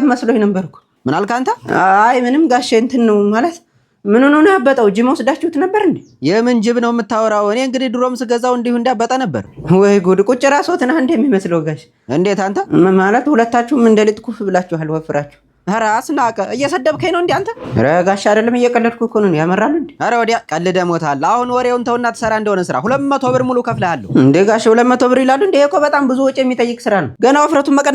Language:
Amharic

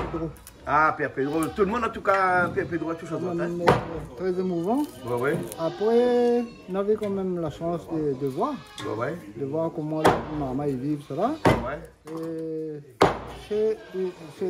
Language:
Réunion Creole French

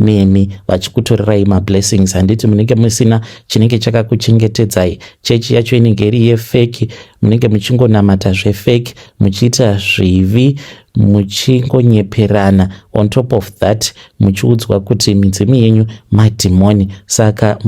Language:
Shona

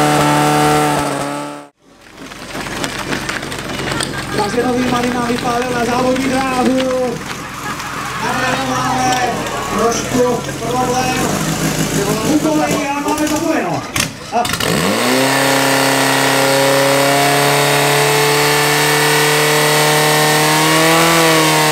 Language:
Czech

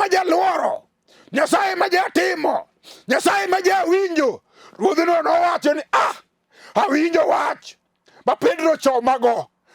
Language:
Luo (Kenya and Tanzania)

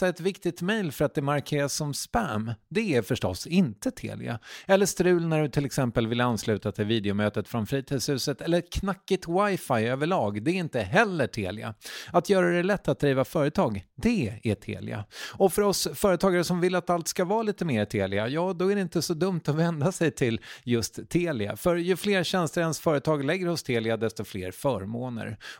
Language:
Swedish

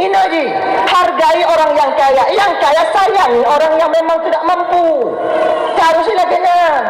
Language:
Achinese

